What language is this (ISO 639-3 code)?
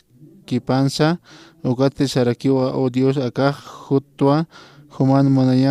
aym